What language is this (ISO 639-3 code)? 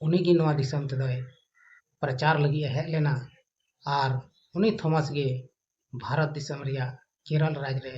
sat